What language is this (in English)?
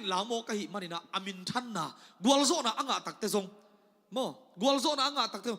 Tedim Chin